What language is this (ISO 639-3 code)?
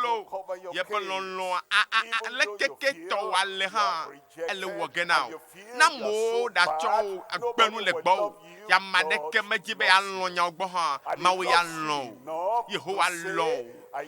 ewe